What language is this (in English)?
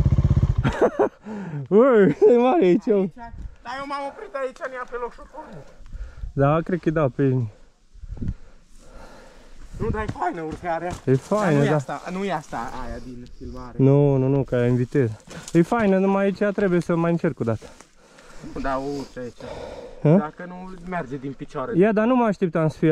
Romanian